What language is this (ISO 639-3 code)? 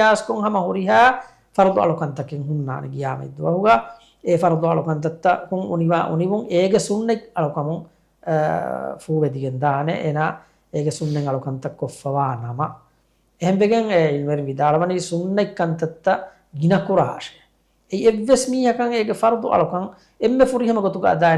div